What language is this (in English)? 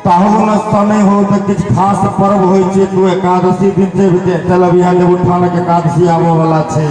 Maithili